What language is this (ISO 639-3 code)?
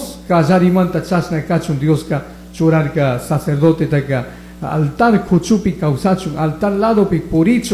qug